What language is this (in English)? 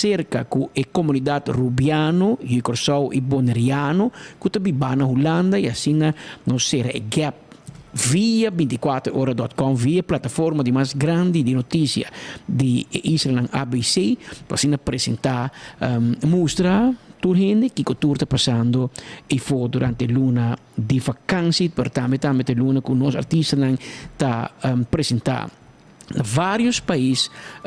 Papiamento